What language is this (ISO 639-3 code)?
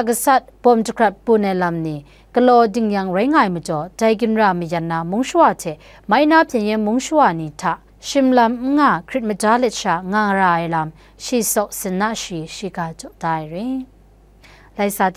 kac